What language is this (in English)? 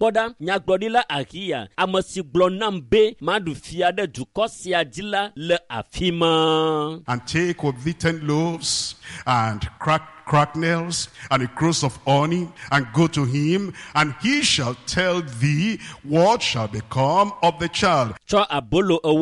Ewe